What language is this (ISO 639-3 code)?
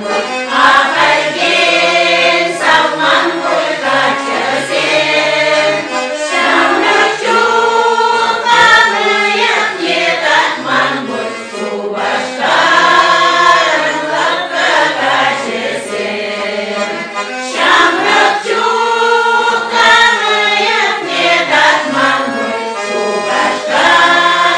chv